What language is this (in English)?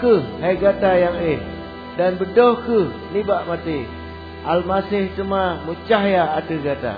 Achinese